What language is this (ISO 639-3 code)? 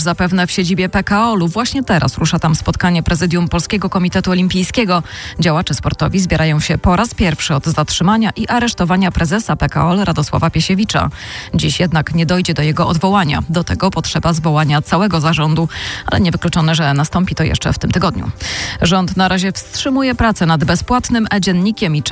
pol